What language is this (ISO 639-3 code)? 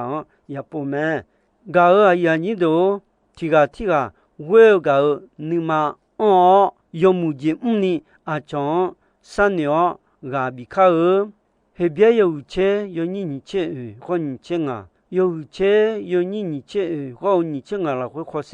ahk